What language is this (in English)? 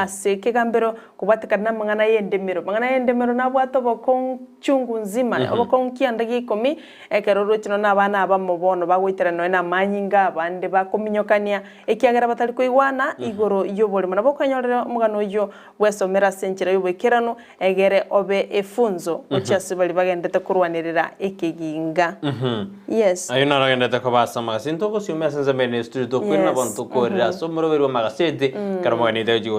Gusii